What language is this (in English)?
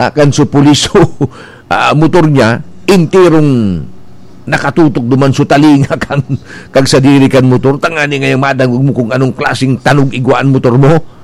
Bikol